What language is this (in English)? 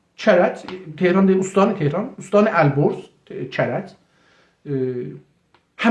South Azerbaijani